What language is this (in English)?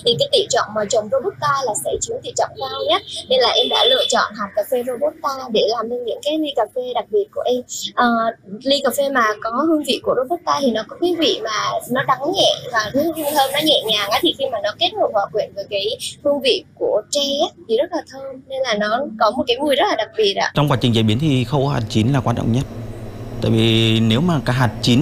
Vietnamese